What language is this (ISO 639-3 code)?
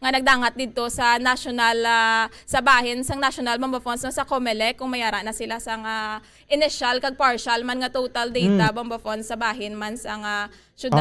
hil